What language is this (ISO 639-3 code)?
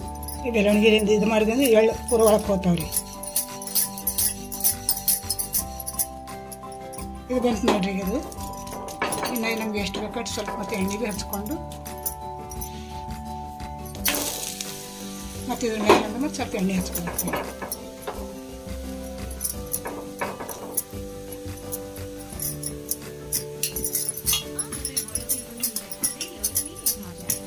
kan